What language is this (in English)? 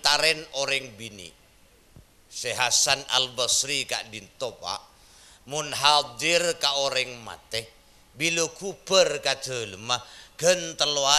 Madurese